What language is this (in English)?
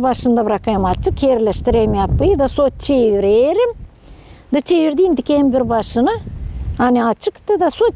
Gagauz